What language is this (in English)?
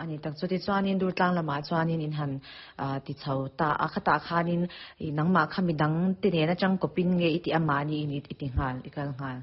Mizo